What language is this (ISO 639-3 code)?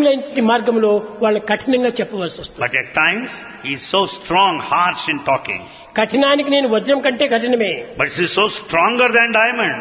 tel